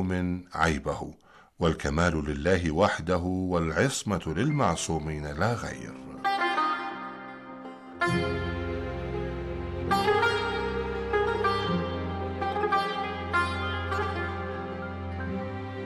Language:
Arabic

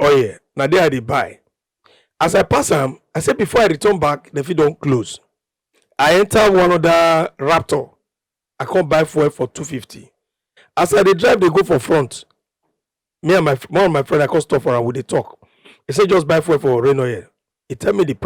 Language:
Nigerian Pidgin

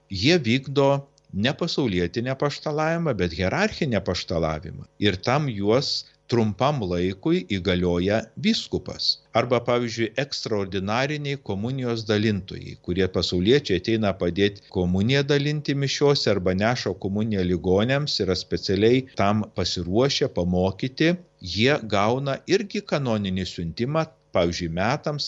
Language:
Lithuanian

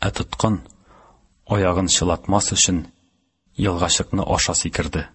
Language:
Tatar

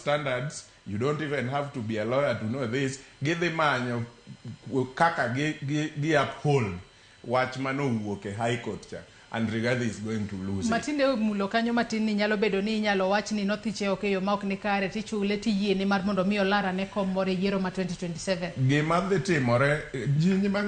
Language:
Luo (Kenya and Tanzania)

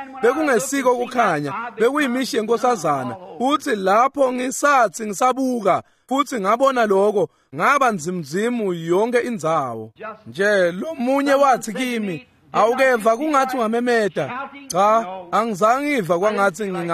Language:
Swati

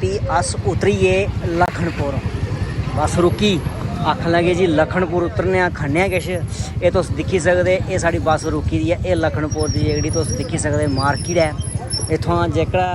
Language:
Dogri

